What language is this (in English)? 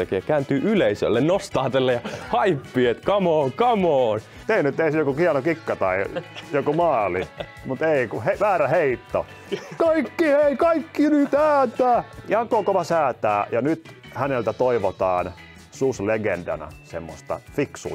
Finnish